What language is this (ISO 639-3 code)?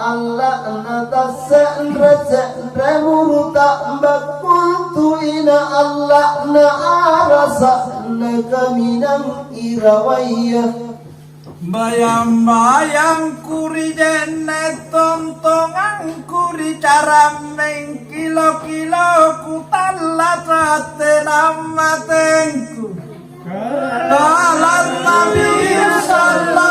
mak